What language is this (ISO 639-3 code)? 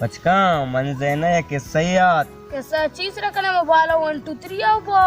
bal